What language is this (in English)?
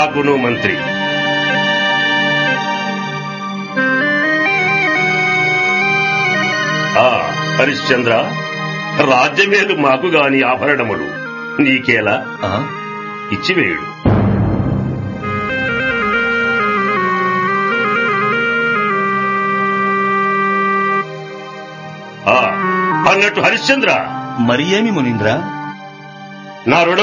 Telugu